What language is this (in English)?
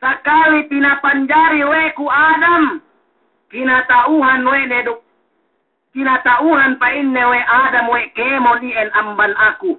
Yakan